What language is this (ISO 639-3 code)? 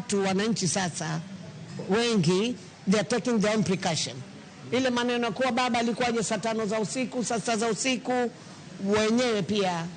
luo